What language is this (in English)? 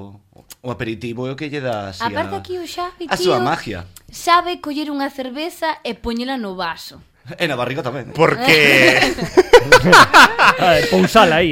Galician